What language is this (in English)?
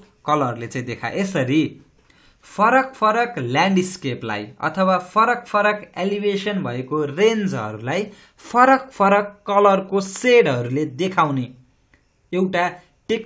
Nepali